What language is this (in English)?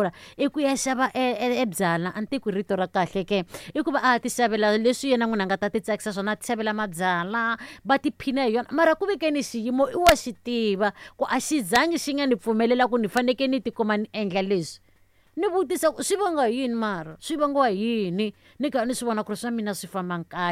Tsonga